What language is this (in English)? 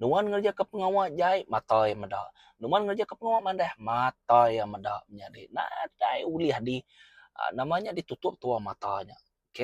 Iban